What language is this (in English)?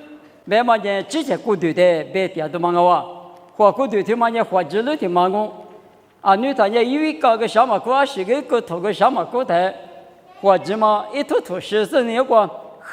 Lisu